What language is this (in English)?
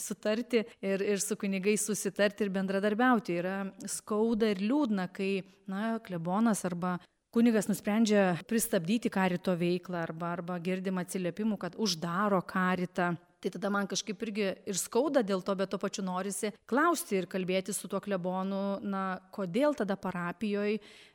Lithuanian